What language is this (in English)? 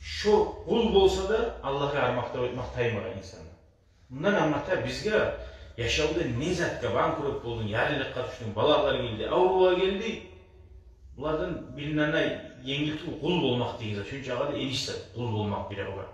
Kumyk